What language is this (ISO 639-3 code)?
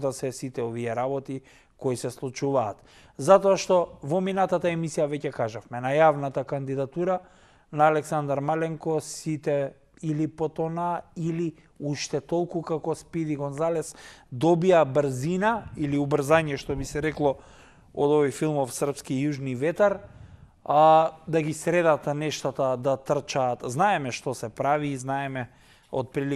mkd